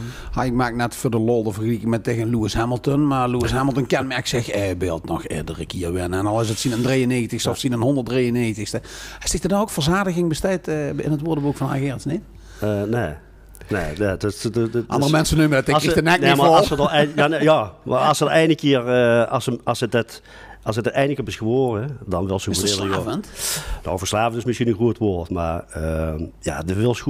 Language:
Limburgish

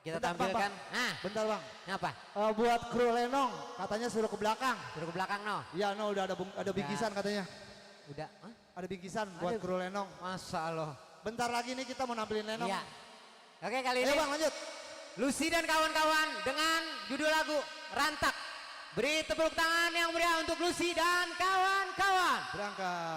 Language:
Betawi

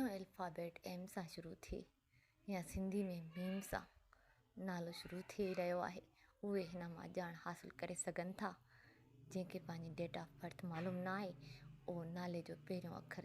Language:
Sindhi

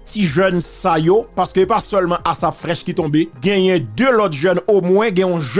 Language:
Haitian Creole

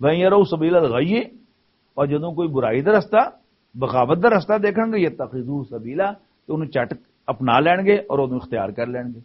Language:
Western Panjabi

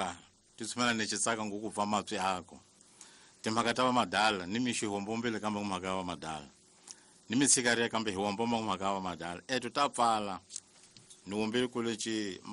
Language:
Tsonga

